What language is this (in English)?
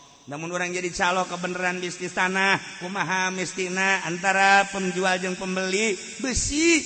Sundanese